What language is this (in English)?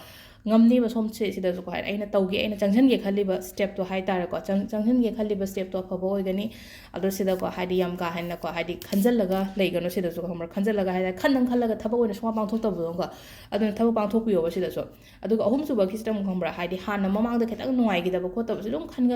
Manipuri